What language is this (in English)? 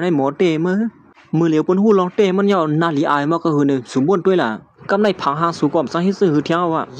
Shan